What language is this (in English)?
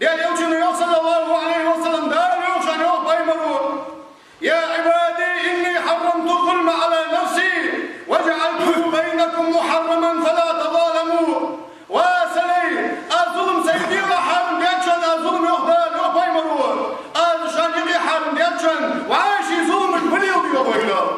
Ingush